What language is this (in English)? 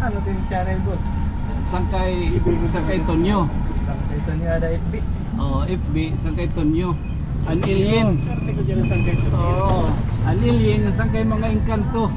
Waray